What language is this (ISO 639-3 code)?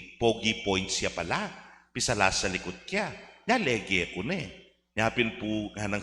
pam